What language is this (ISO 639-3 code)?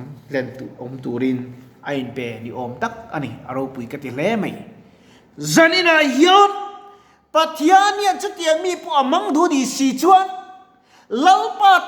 lus